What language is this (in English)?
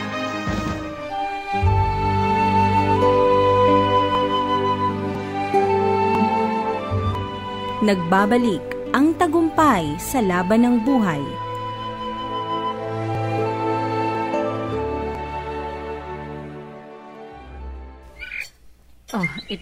Filipino